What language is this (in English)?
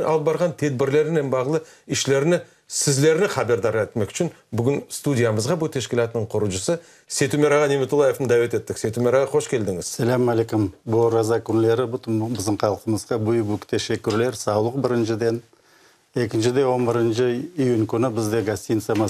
Crimean Tatar